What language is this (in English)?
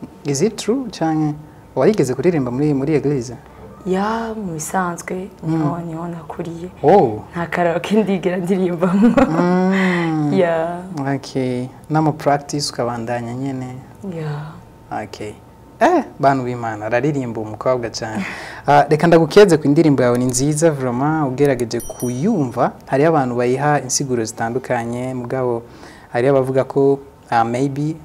Rundi